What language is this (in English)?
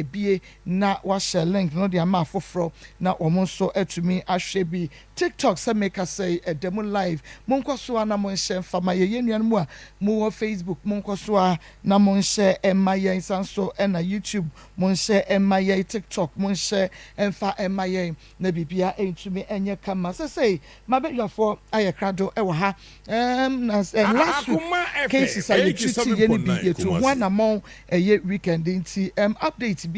Akan